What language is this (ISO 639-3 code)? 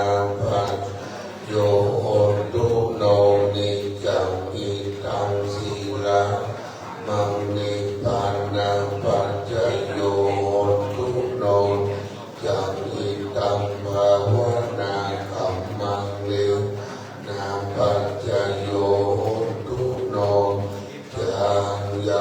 pli